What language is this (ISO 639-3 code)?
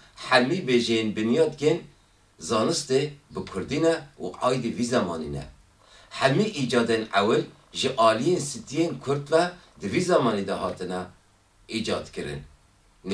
kur